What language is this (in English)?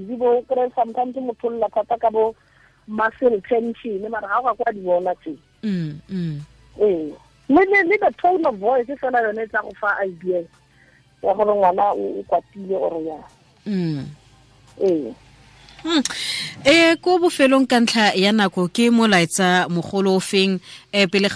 Tswana